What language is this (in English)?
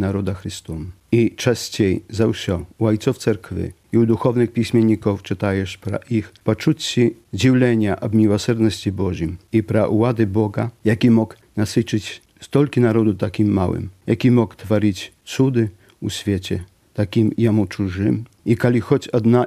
Belarusian